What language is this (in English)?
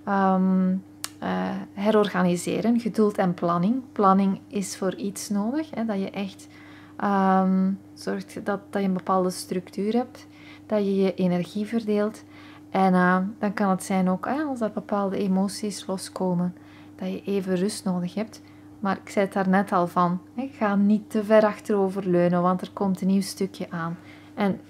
Dutch